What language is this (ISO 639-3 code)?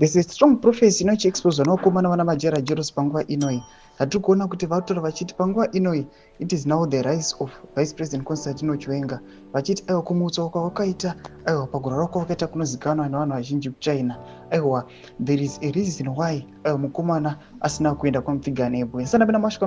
sna